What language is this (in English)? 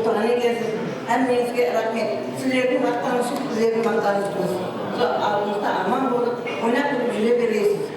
Kara-Kalpak